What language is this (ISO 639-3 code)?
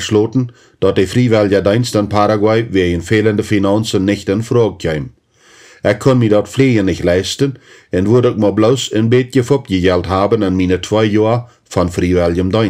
pdt